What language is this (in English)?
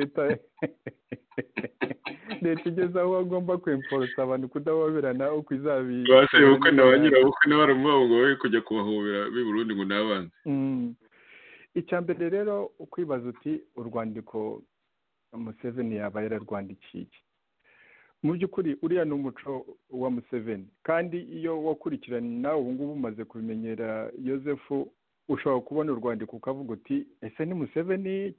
Kinyarwanda